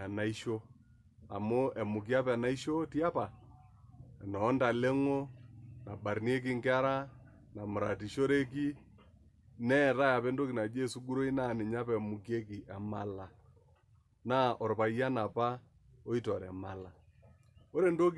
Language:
Masai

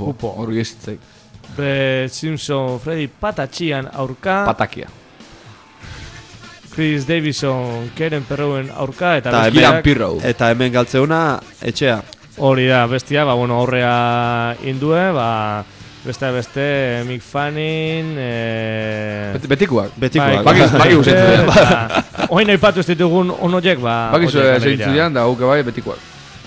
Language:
Basque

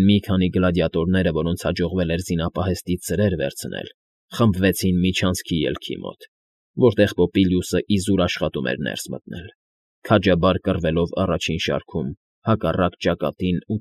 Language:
Armenian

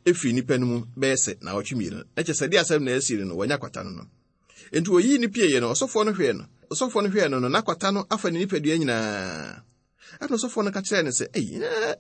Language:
Akan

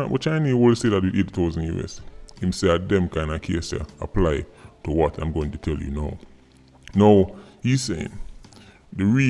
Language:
Jamaican Creole English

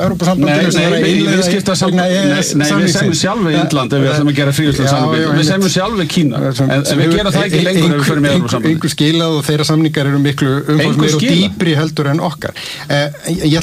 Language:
Icelandic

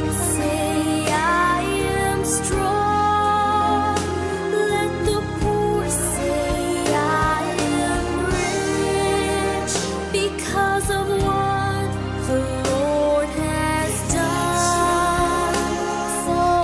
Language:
Hiligaynon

